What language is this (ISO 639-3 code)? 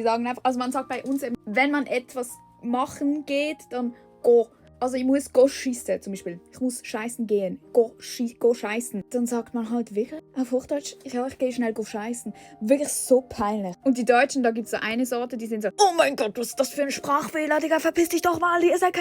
gsw